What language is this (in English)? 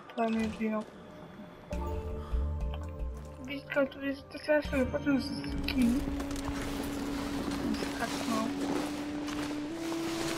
Bulgarian